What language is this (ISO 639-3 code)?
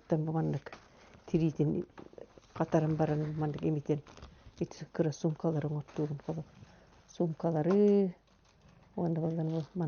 sah